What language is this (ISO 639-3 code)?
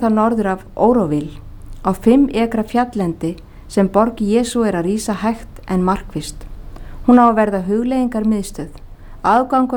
isl